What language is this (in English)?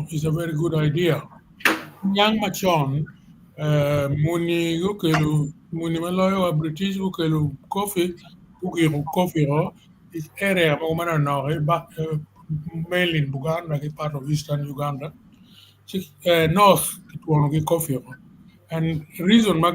Acoli